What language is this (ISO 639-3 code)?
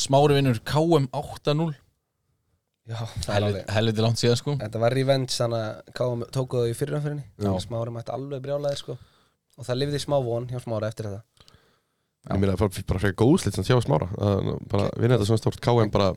isl